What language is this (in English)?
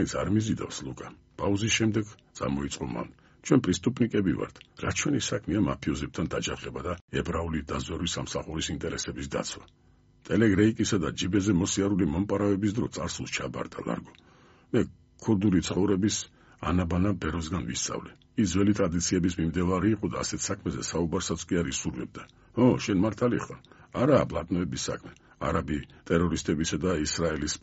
Georgian